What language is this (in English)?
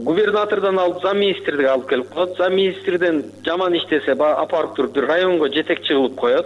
Kyrgyz